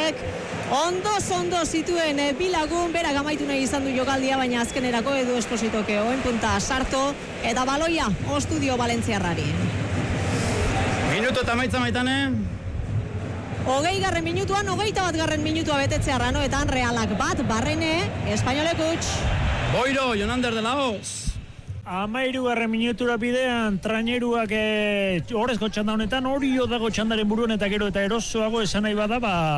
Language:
Basque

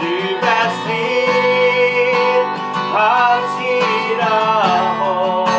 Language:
Plautdietsch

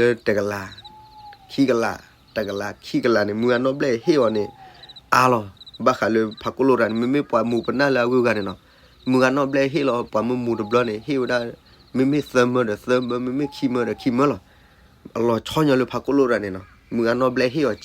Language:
S'gaw Karen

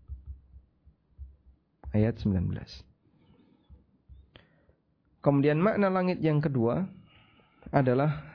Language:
Indonesian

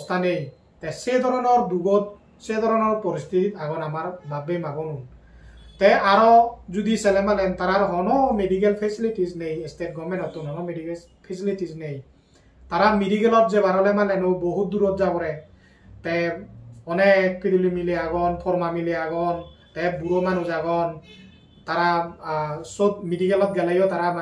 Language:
Chakma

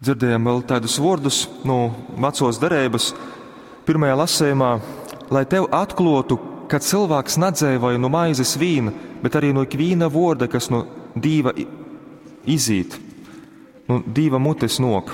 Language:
Latgalian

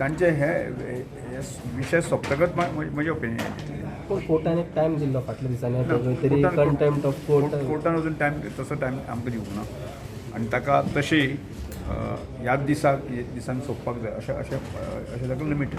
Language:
Konkani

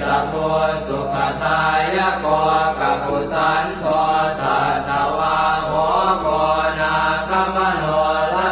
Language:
Pali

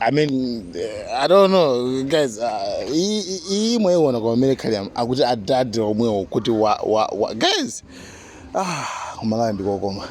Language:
Nyanja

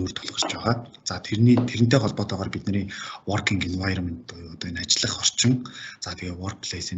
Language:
Mongolian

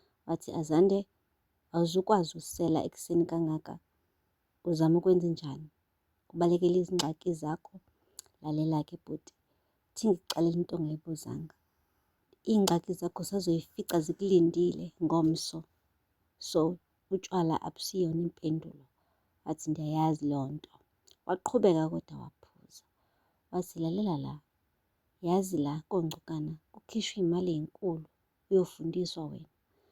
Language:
Zulu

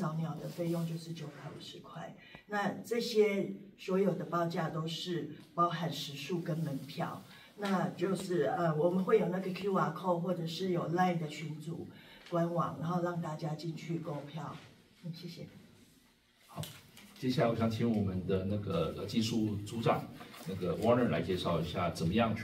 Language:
Chinese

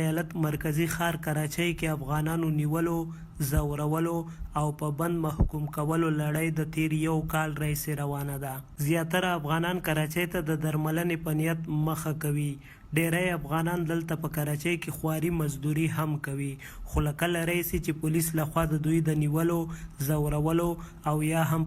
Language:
Pashto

